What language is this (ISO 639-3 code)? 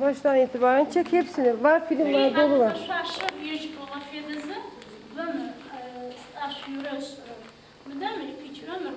ady